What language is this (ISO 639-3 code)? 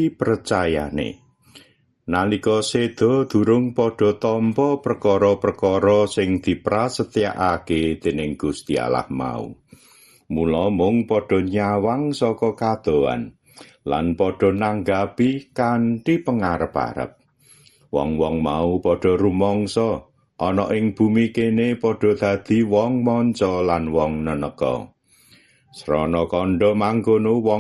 jav